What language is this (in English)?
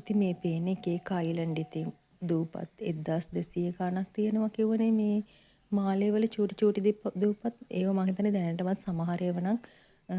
Sinhala